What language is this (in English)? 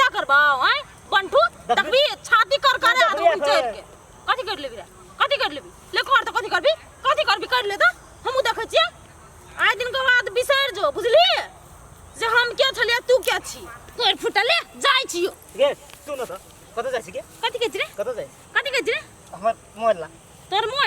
Maithili